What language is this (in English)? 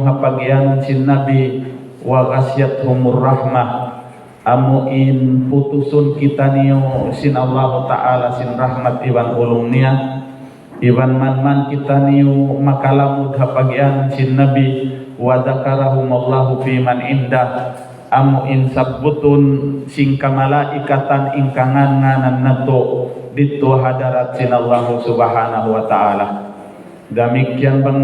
Tausug